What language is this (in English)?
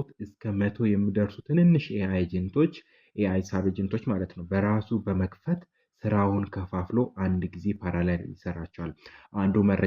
Amharic